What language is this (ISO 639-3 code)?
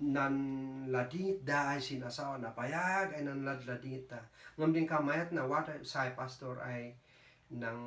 kne